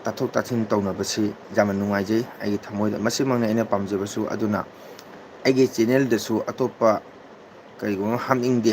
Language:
Manipuri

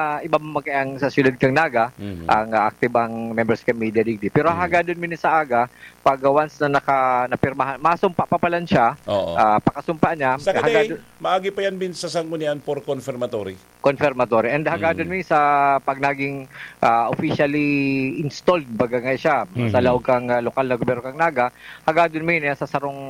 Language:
Bikol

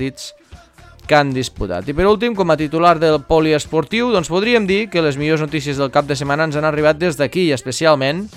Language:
Catalan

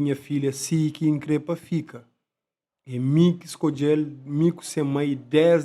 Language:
Kabuverdianu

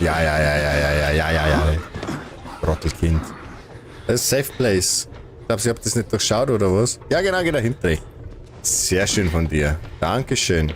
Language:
Bavarian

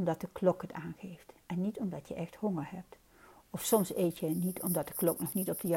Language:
Dutch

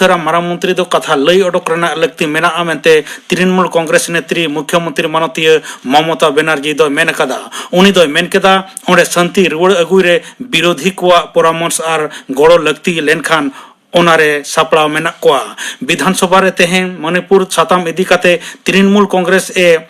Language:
Santali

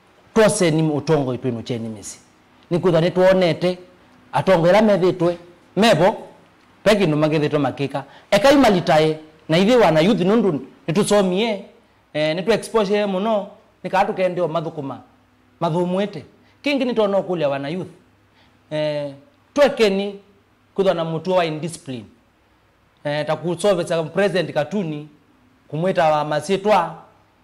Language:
Kamba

